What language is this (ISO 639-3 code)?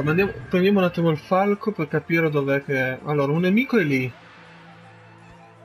ita